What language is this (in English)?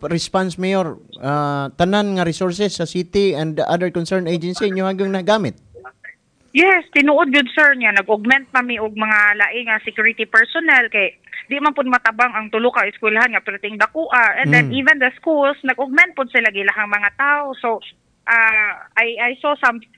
Cebuano